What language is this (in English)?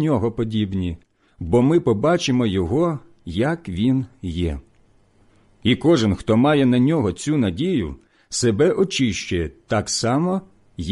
Ukrainian